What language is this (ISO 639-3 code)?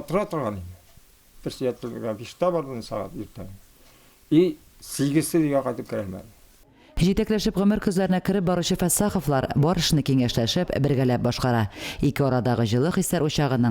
tat